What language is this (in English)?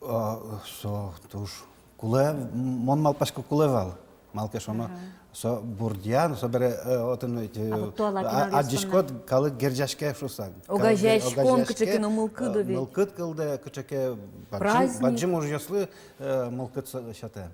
Udmurt